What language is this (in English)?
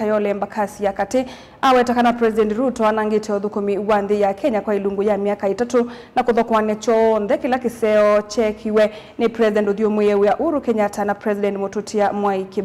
Kamba